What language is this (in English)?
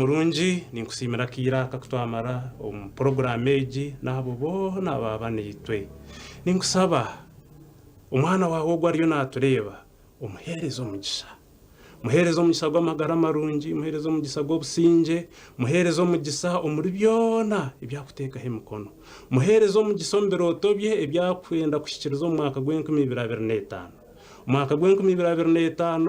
Nyankole